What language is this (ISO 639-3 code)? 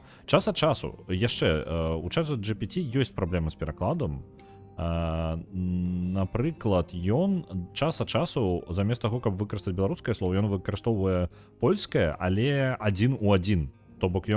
bel